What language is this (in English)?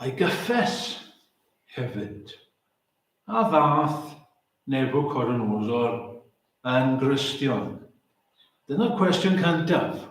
Welsh